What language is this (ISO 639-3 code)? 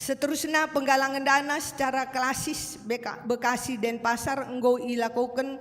btx